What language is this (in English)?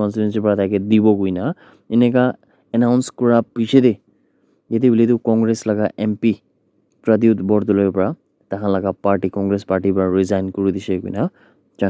Naga Pidgin